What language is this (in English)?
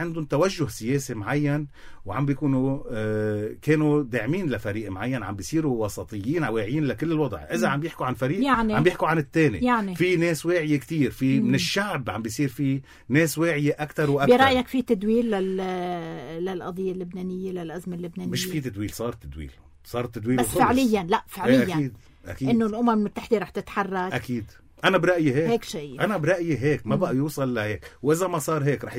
North Levantine Arabic